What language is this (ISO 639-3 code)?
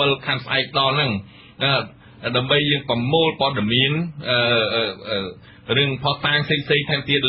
khm